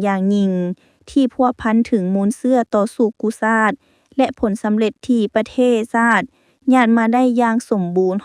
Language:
Lao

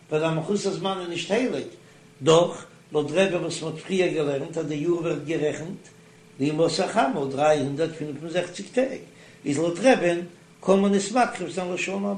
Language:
Yiddish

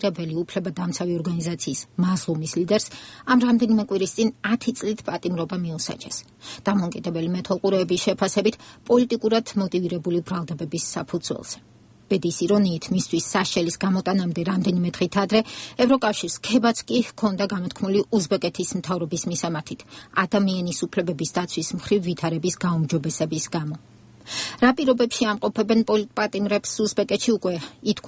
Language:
Georgian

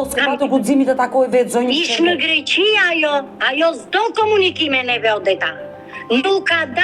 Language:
Albanian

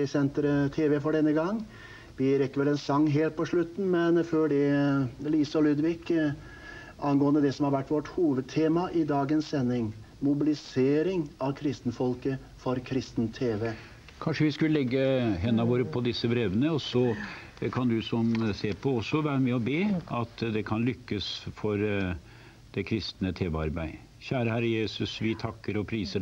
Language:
Norwegian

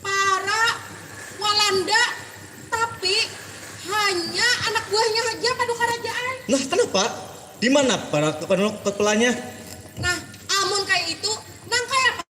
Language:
Banjar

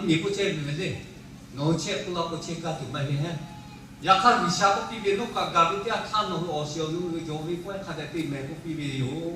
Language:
Lahu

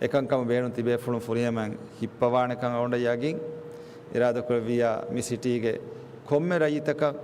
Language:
Divehi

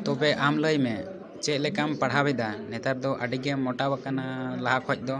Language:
Santali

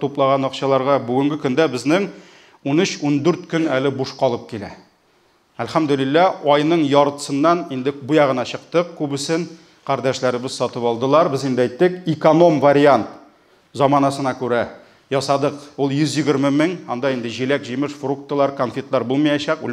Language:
Tatar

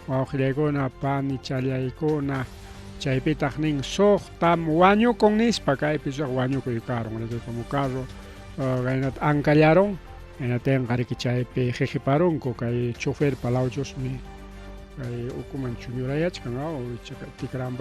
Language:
Ayacucho Quechua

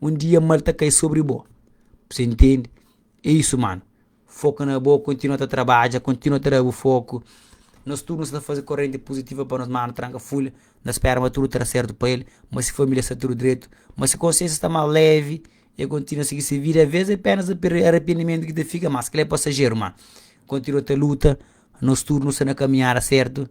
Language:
Kabuverdianu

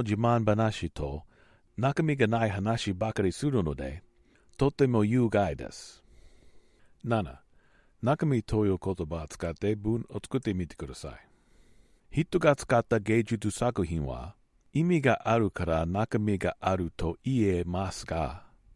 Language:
Japanese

